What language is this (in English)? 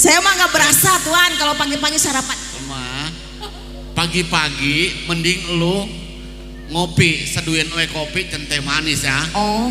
Betawi